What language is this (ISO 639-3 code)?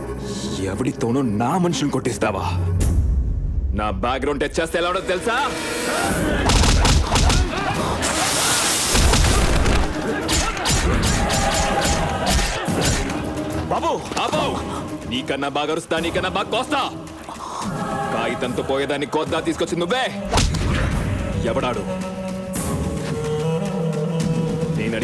tel